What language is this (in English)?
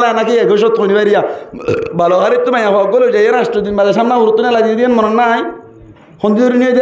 Rohingya